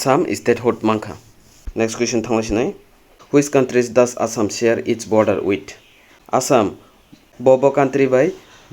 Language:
Kok Borok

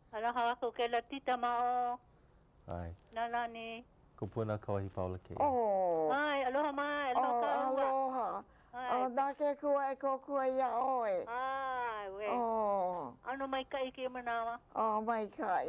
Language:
Hawaiian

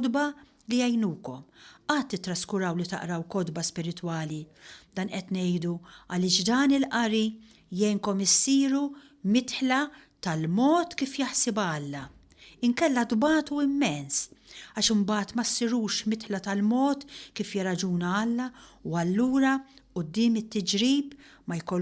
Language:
Maltese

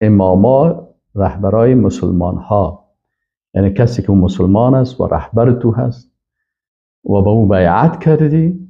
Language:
Persian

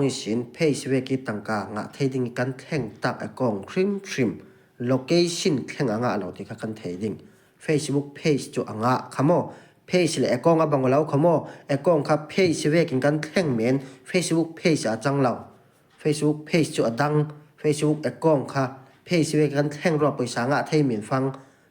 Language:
Falam Chin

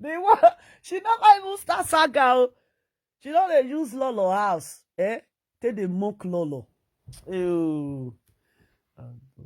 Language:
Nigerian Pidgin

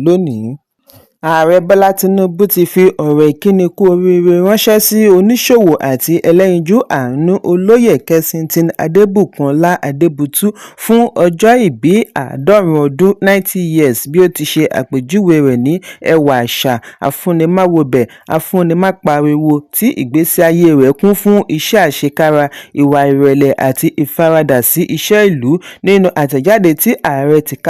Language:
Yoruba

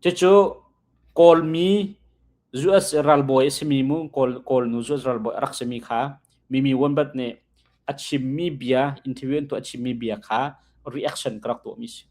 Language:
Hakha Chin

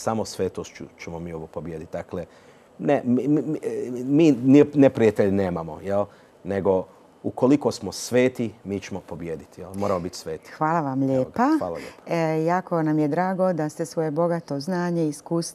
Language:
Croatian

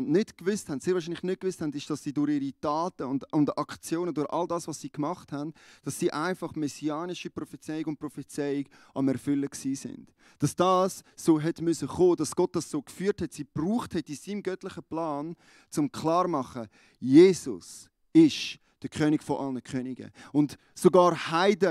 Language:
Swiss German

